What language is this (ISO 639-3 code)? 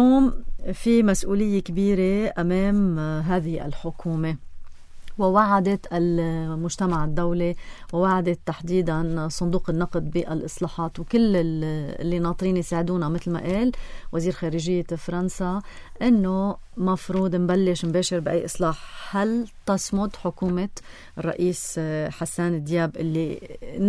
apc